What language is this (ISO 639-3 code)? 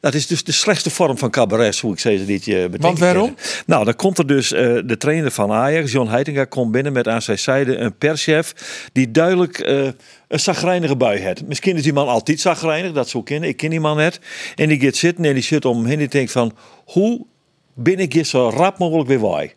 fry